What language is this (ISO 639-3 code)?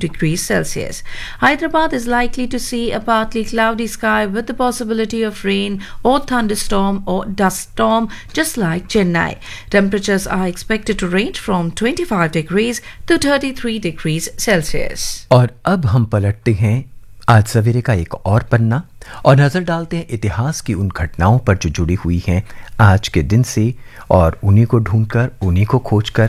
hin